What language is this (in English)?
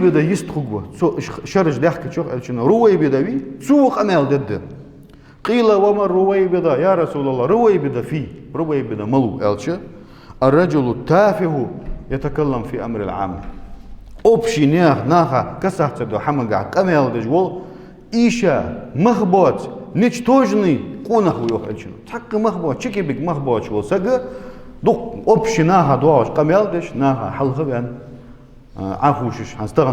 Ingush